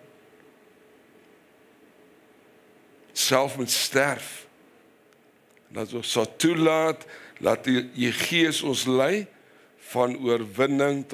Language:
Afrikaans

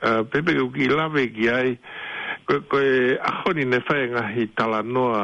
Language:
Tongan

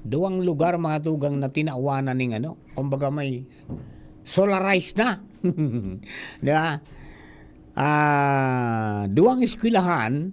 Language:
Bikol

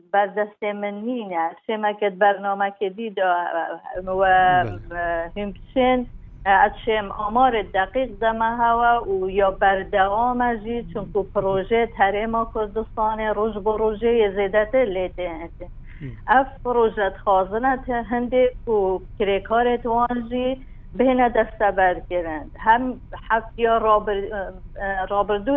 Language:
Kurdish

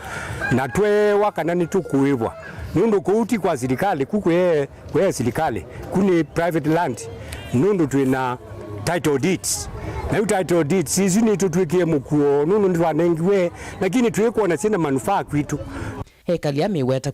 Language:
Kamba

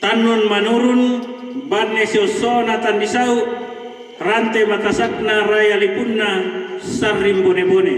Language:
Toraja-Sa'dan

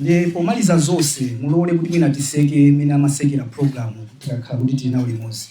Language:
Nyanja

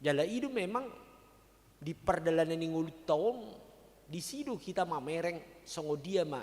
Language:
Batak Toba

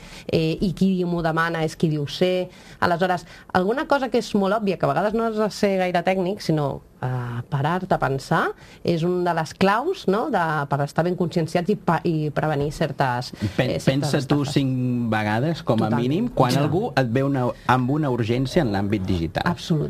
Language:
Catalan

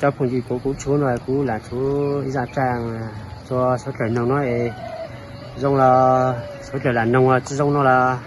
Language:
Hmong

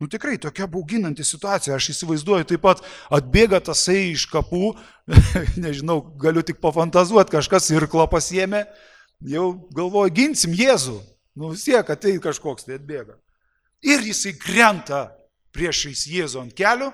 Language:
Lithuanian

